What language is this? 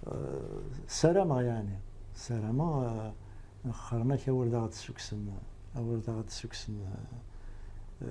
Kabyle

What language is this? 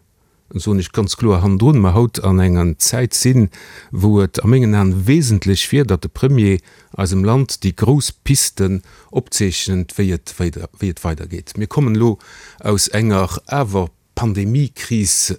Luxembourgish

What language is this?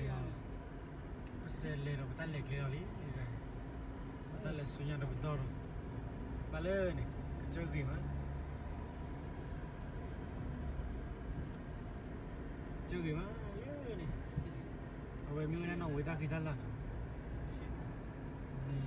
Malay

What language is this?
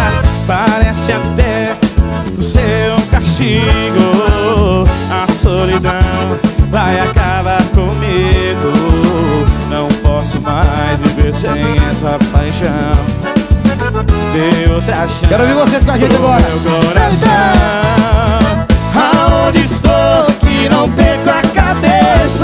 Portuguese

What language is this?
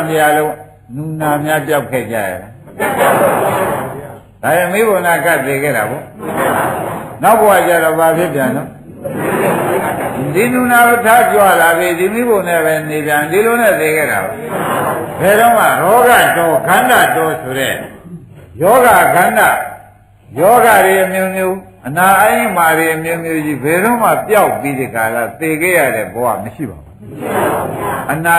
Burmese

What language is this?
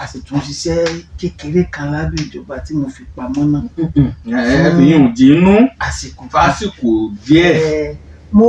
Yoruba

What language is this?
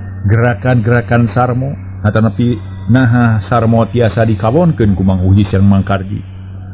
Sundanese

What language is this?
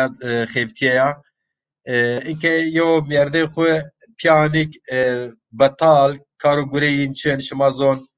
Zaza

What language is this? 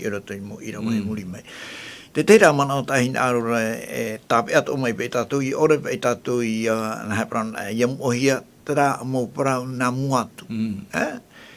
Tahitian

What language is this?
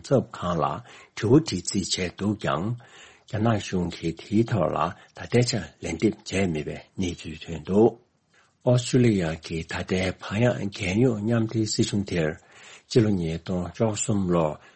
Tibetan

